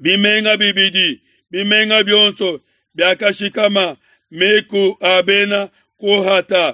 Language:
Luba-Lulua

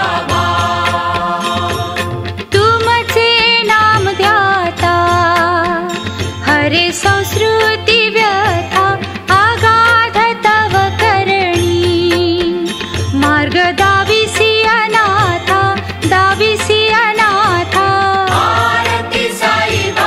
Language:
Marathi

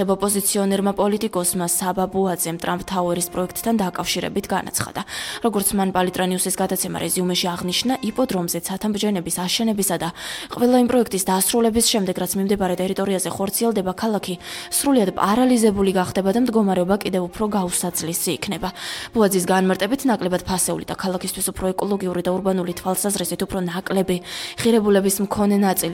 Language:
Georgian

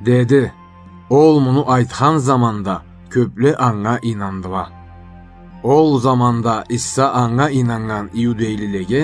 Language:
Karachay-Balkar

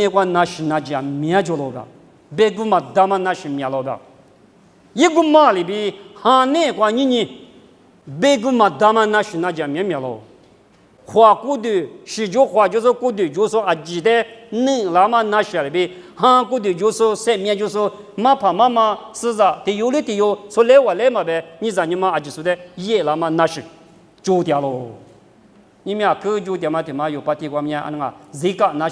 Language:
Lisu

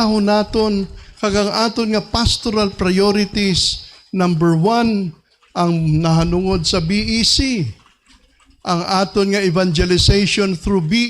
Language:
Hiligaynon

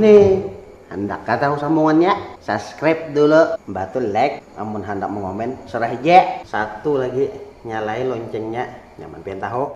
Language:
Banjar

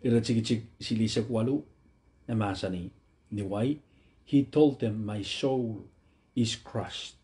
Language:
Pohnpeian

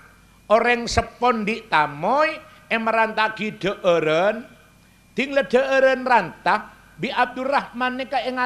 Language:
Madurese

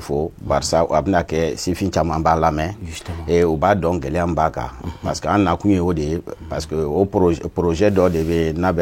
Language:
Bambara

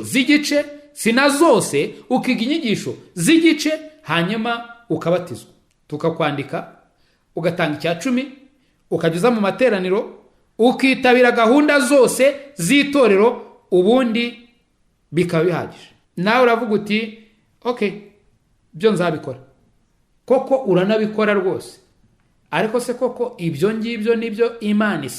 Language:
Kinyarwanda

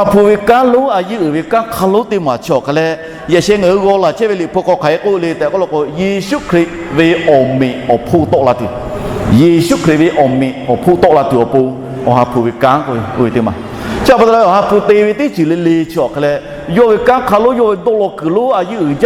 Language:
Lahu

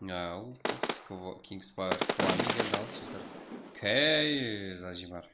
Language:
Kara-Kalpak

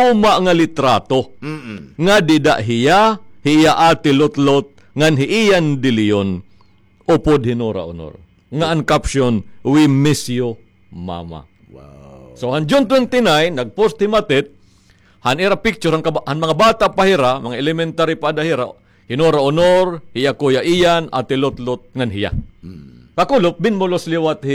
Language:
Waray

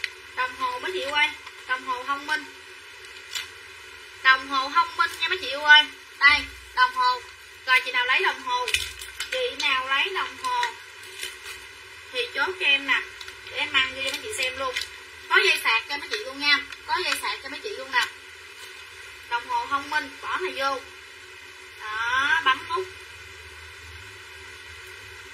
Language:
Vietnamese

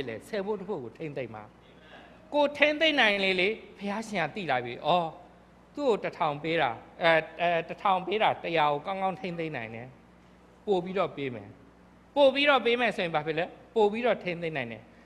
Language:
Burmese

